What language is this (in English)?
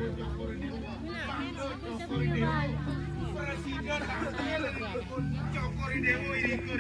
Balinese